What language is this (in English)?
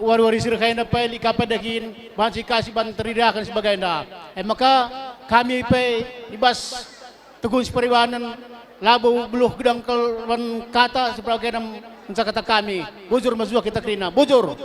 Batak Karo